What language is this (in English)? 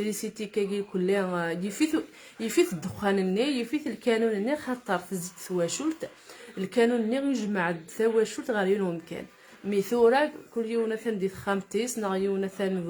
Kabyle